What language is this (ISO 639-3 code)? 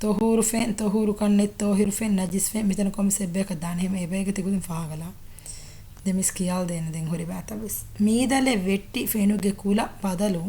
div